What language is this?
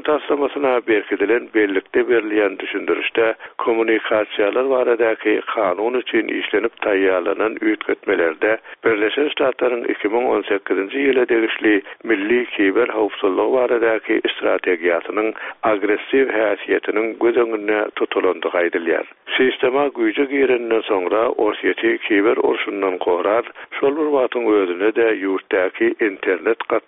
Turkmen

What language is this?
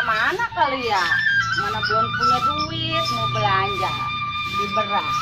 Betawi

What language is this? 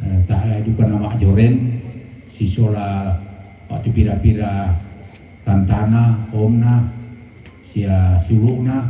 Toraja-Sa'dan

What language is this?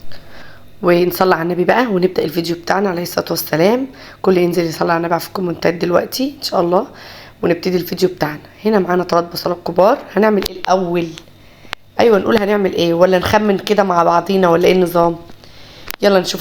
Egyptian Arabic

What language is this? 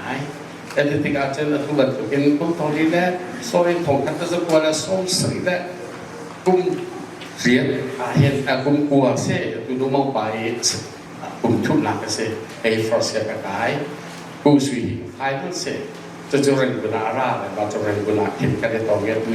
Hakha Chin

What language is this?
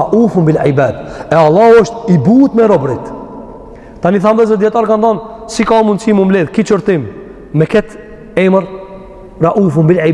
Albanian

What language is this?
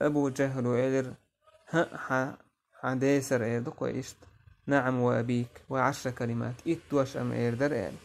Chechen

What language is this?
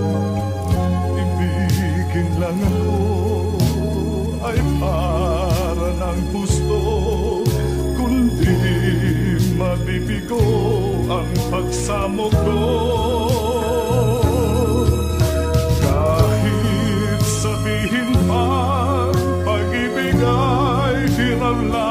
Filipino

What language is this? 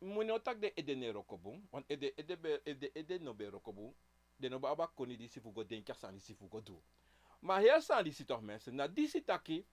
Sranan Tongo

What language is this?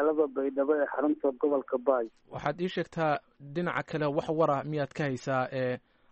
Somali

